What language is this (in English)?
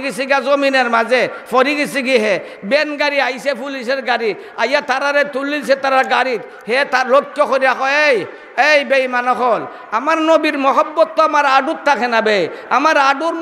Sylheti